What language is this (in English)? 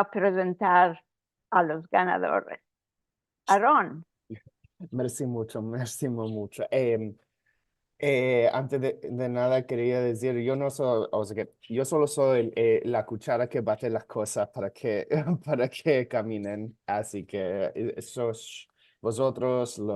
Ladino